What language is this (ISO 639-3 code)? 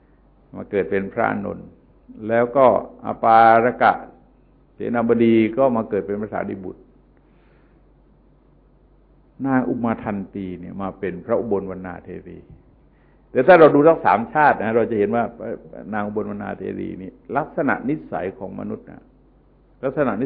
tha